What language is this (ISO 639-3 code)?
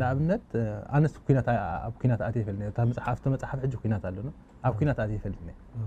tir